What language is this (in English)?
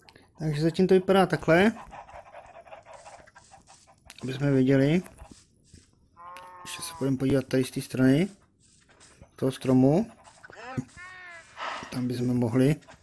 Czech